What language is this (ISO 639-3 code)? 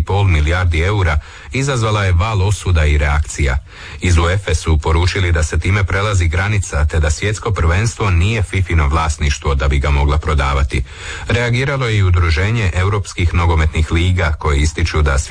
hrv